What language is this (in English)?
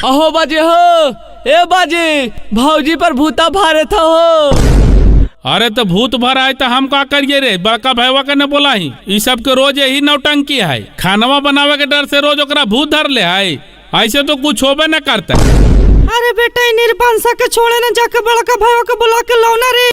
Magahi